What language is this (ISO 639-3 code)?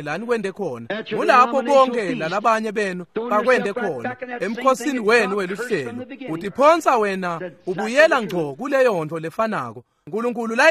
ssw